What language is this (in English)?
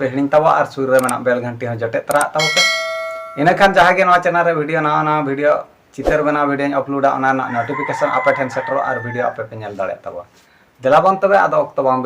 Santali